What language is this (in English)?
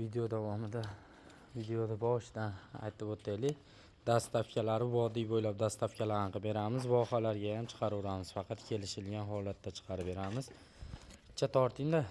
Uzbek